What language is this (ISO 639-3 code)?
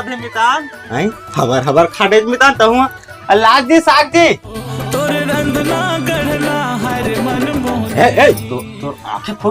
hne